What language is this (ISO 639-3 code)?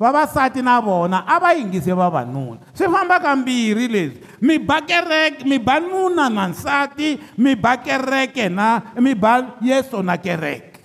tso